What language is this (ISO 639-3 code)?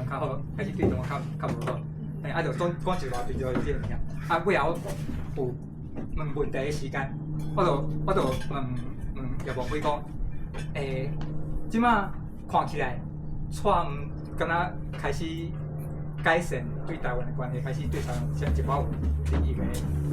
nan